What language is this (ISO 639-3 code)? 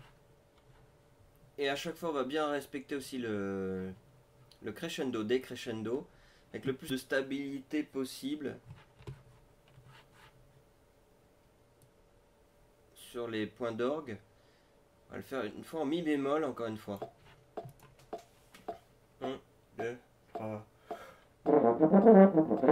fra